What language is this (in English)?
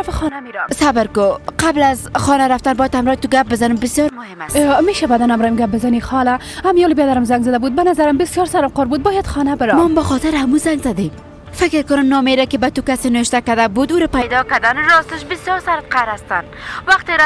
Persian